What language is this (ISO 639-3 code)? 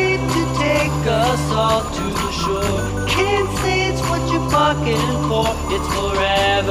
fra